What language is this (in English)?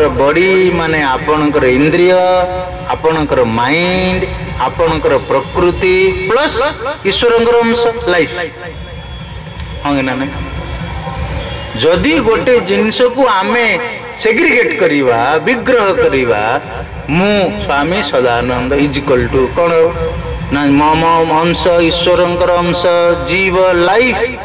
Odia